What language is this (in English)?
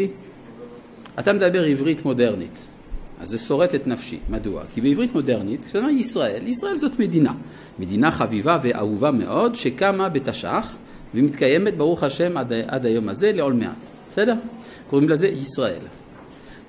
Hebrew